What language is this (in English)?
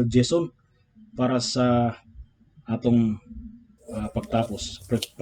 Cebuano